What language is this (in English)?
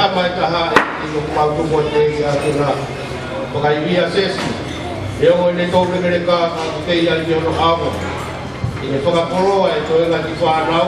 Tongan